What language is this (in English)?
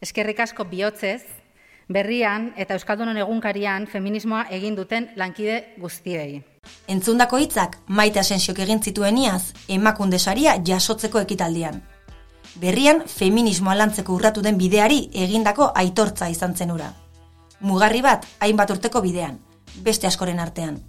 Basque